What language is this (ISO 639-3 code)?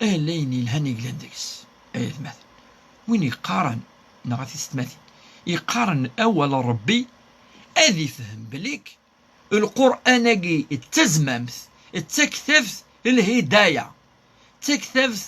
kab